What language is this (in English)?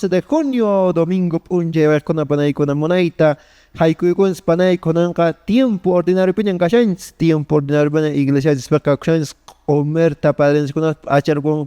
Quechua